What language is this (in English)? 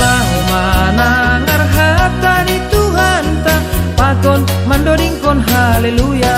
Batak Simalungun